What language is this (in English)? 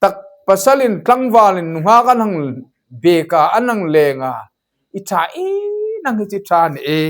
Hmar